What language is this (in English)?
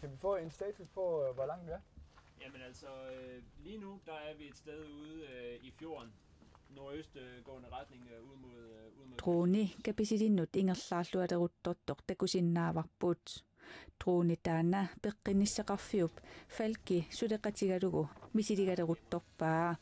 Kalaallisut